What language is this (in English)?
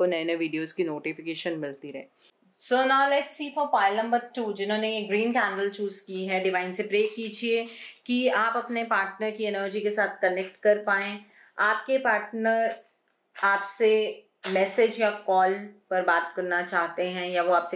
Hindi